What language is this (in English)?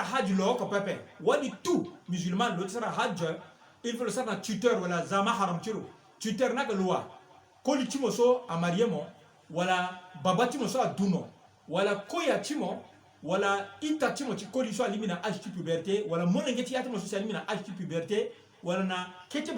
Sango